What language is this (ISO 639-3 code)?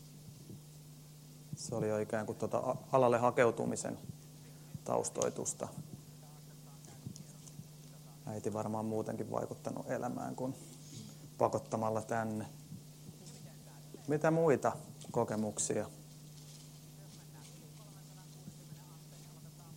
fin